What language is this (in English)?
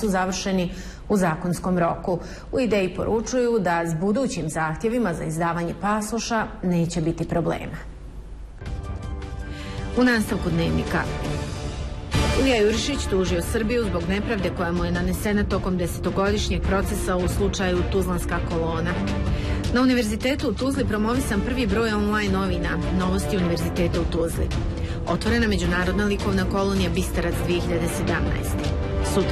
Bosnian